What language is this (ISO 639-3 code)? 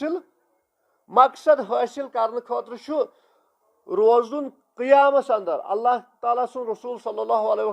kas